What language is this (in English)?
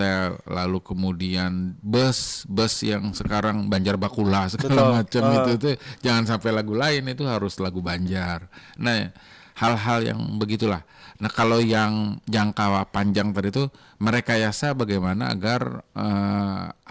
Banjar